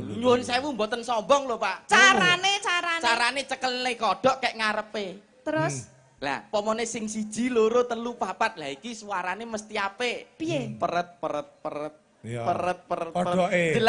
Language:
Javanese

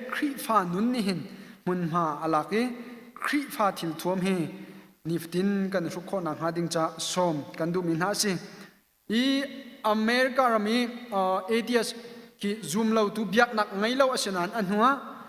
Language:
Hakha Chin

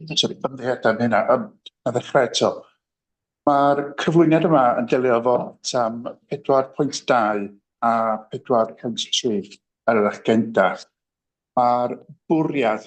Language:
Welsh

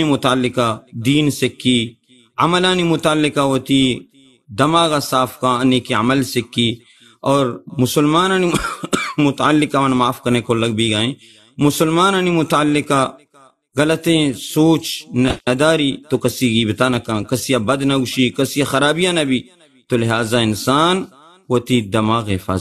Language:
Baluchi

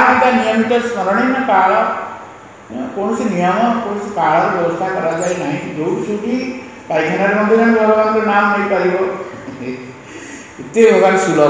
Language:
Odia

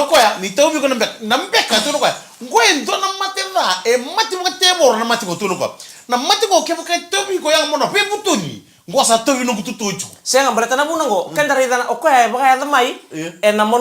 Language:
Fijian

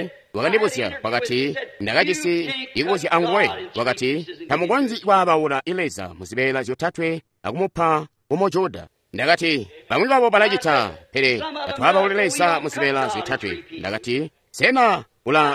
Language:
Tonga (Zambia)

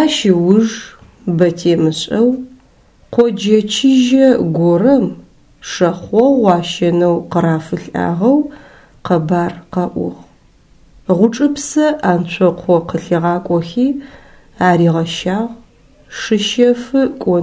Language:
Adyghe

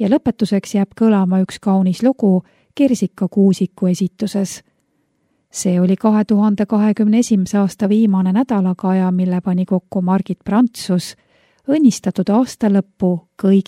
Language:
Estonian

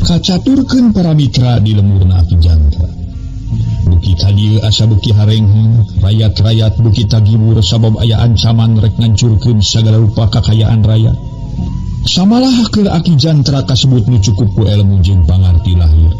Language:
Sundanese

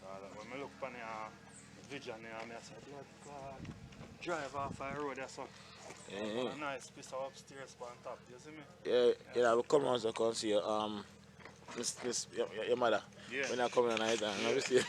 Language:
Jamaican Creole English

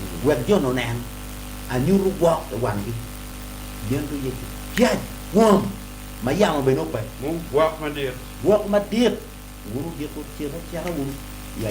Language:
Acoli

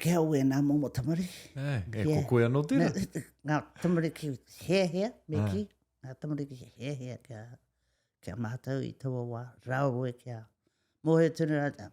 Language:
Māori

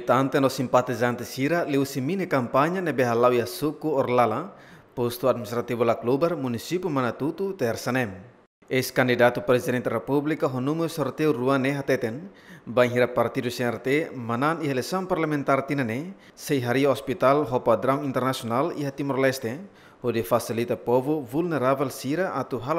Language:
Tetum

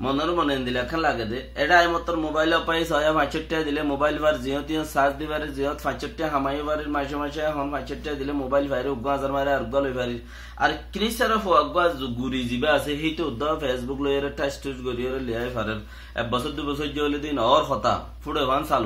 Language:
Rohingya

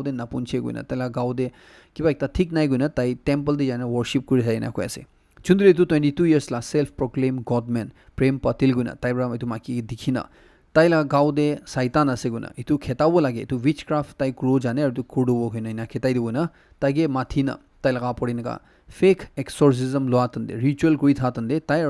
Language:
Naga Pidgin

